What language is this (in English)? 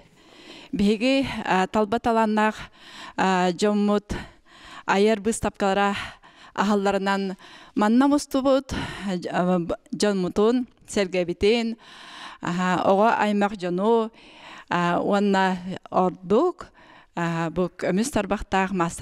Yakut